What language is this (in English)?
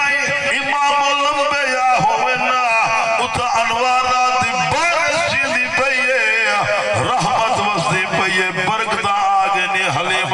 Saraiki